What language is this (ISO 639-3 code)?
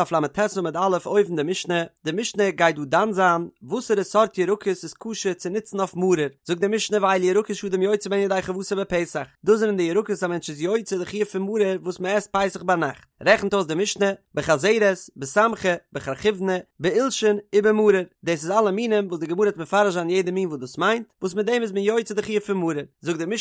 yid